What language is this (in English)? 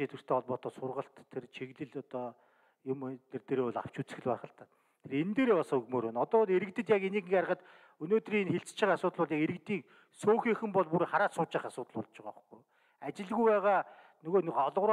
Mongolian